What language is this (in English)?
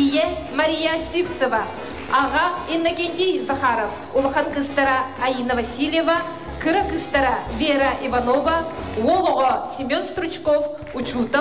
Yakut